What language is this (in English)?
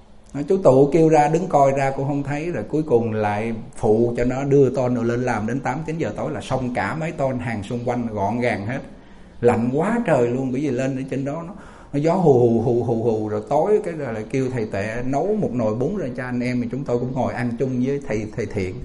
Vietnamese